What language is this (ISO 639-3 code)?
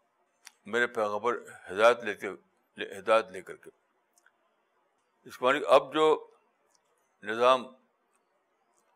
urd